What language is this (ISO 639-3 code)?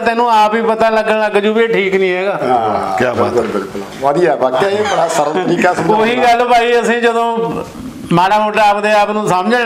pan